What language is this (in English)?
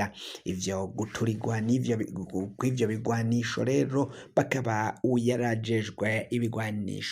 Rundi